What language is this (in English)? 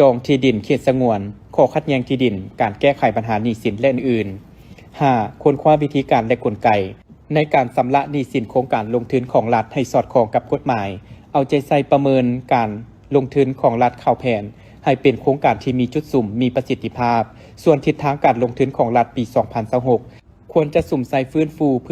Lao